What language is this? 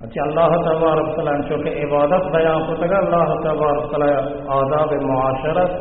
Baluchi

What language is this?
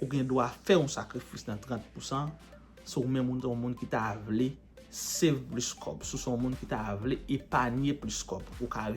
Haitian Creole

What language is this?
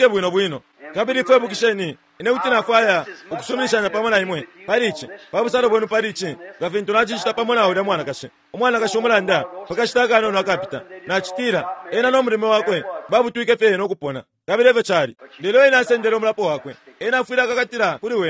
Bemba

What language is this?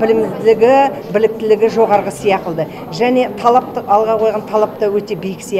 Kazakh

